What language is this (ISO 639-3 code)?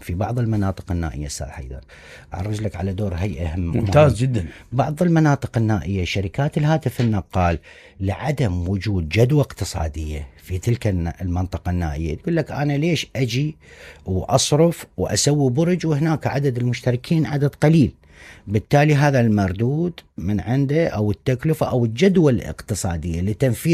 acm